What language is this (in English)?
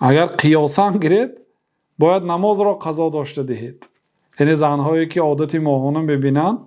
Persian